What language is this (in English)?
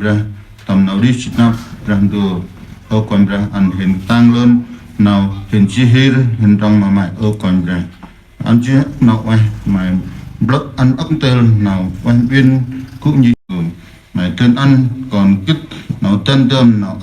Central Mnong